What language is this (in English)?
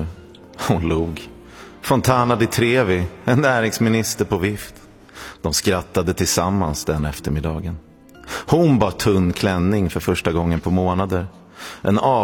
Swedish